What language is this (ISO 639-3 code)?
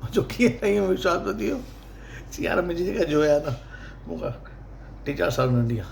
snd